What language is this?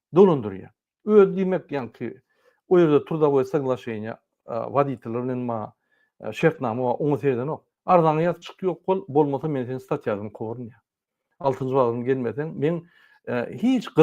Turkmen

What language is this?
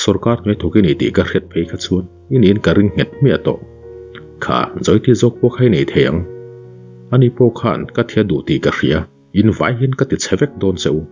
Mizo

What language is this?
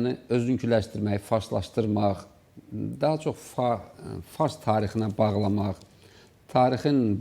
Azerbaijani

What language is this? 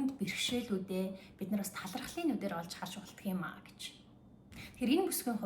Mongolian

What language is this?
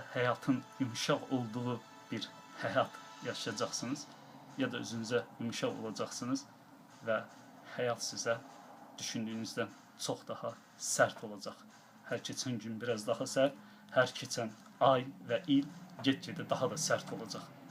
Azerbaijani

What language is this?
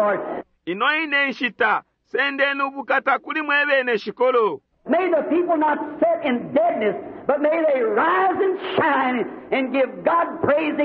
Bemba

